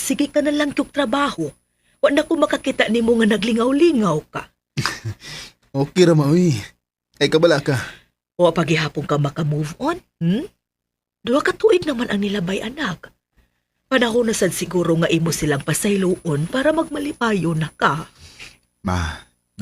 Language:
Cebuano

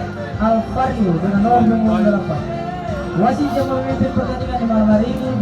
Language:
Ambonese Malay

